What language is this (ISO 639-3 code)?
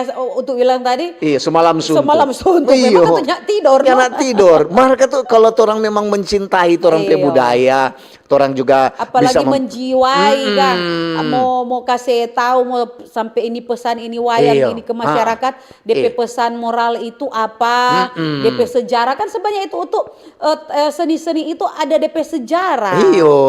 xmm